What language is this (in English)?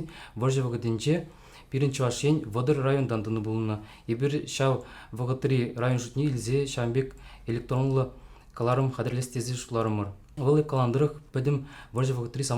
Chuvash